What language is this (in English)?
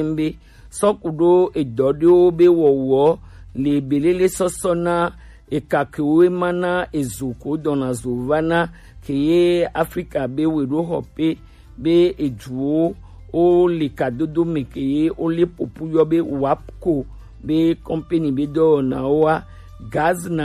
Gen